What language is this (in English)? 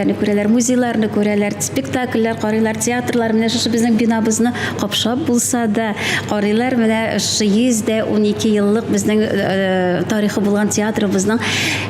Tatar